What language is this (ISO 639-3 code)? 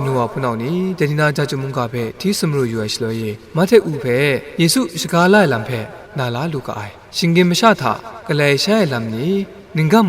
kac